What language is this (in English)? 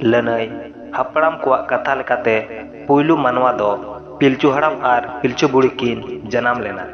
Santali